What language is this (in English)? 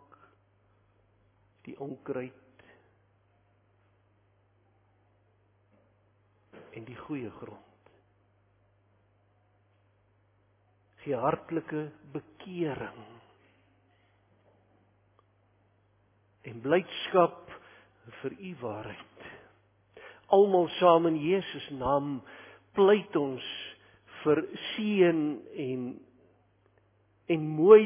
Afrikaans